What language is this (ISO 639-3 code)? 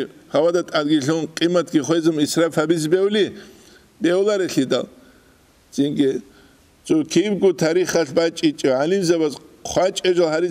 ava